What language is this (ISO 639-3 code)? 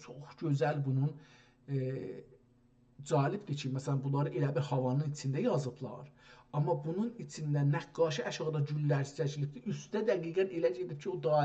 azb